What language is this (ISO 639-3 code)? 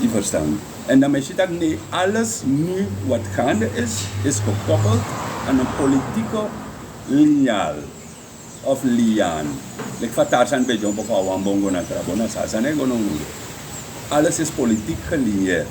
srn